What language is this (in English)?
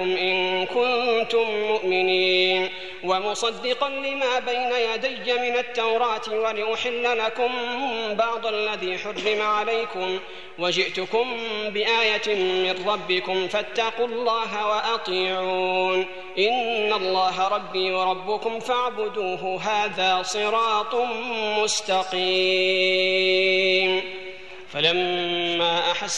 Arabic